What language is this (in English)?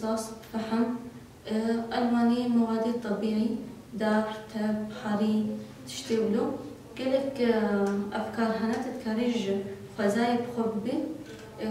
Kurdish